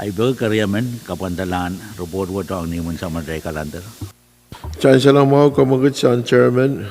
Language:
Pohnpeian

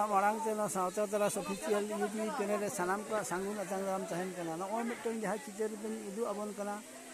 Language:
Santali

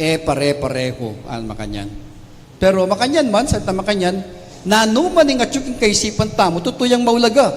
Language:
Pampanga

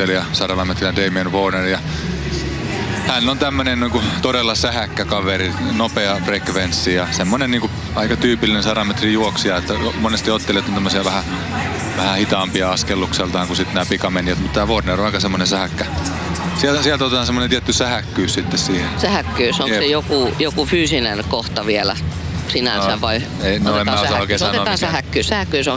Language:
Finnish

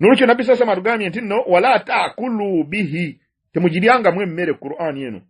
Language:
Ganda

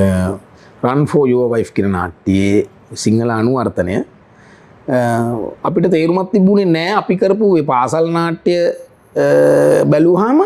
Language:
Sinhala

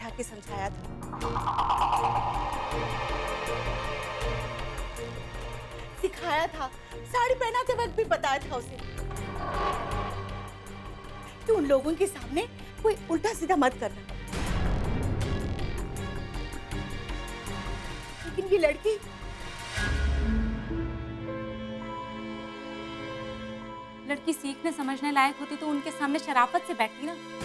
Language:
Hindi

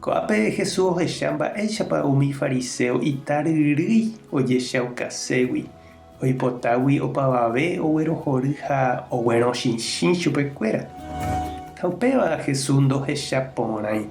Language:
Guarani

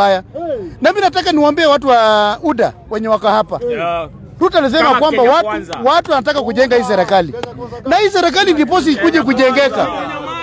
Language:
Swahili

